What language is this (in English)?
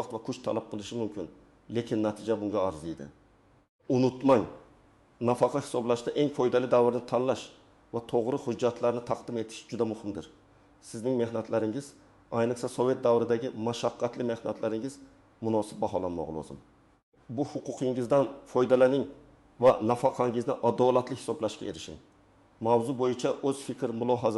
Uzbek